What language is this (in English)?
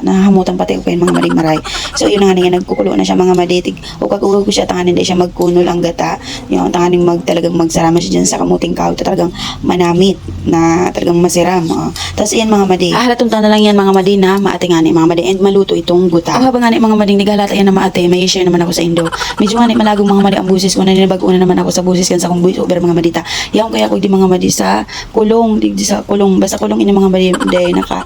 Bikol